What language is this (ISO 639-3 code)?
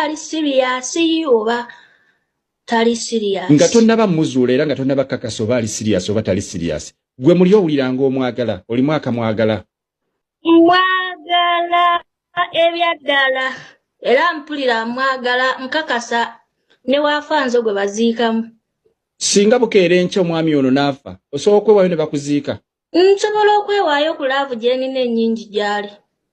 lug